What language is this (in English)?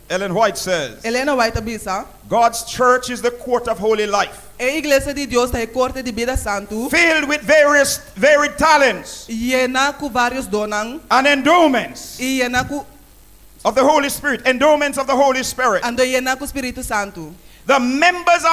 Papiamento